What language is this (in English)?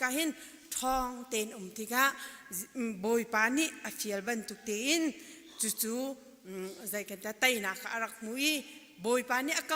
Hakha Chin